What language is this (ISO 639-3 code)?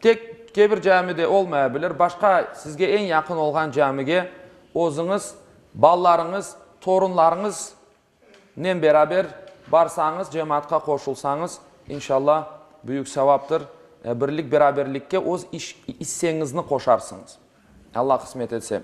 crh